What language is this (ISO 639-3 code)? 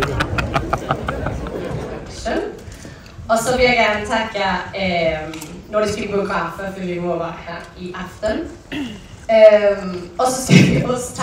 dan